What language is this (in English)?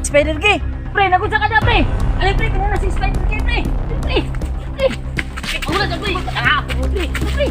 Cebuano